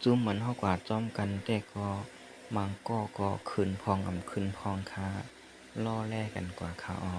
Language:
Shan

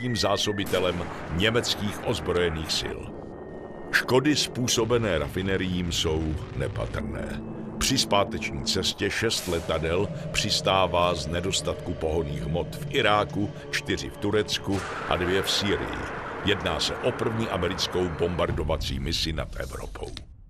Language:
Czech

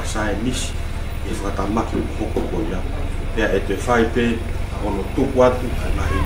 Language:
Tongan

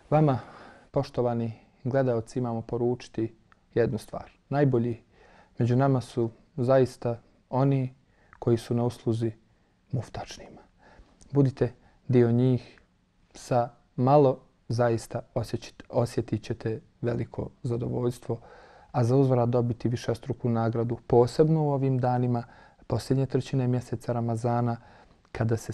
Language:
Bosnian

